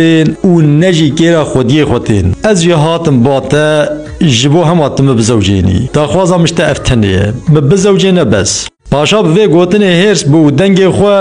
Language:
Kurdish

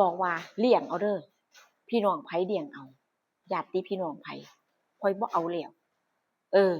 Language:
Northeastern Thai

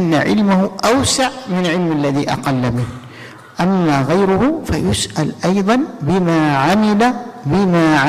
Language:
Indonesian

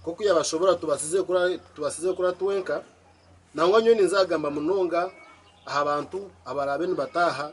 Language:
Nyankole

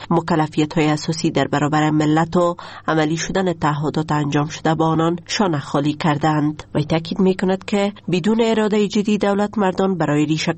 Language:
Persian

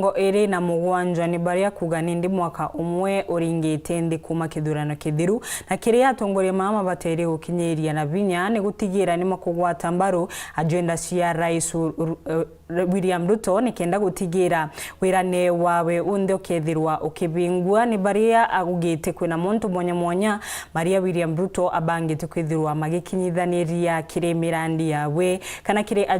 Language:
Meru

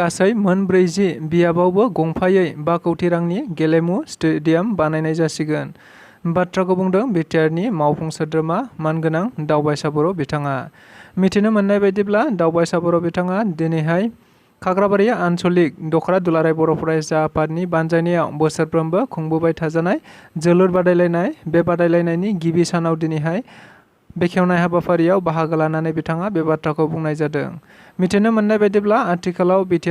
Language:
Bodo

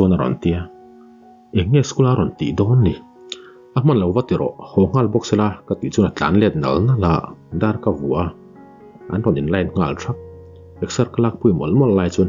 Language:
Mizo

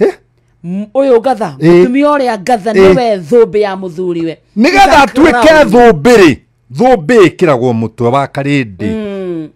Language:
Kikuyu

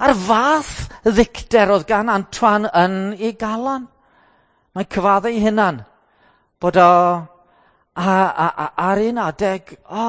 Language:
Welsh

